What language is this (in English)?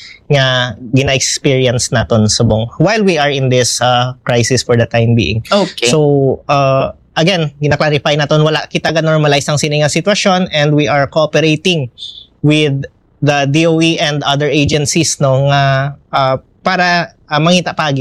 Hiligaynon